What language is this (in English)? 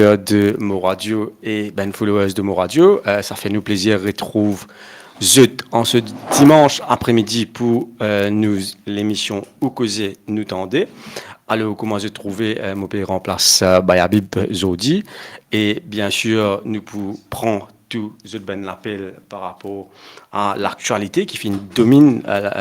Morisyen